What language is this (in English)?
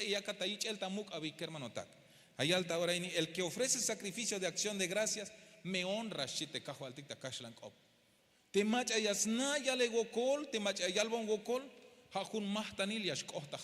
Tzeltal